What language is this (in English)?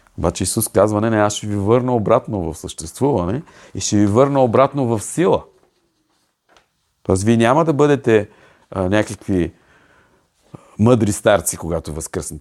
Bulgarian